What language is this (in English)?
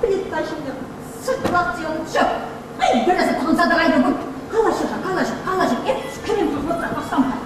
Chuvash